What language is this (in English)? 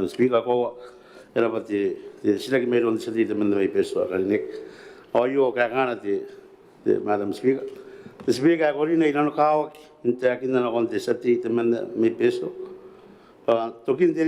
Gilbertese